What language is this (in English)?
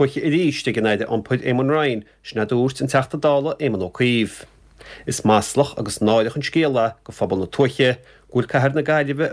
Irish